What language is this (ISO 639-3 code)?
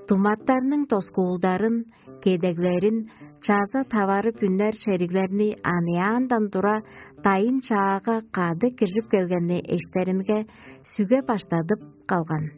tyv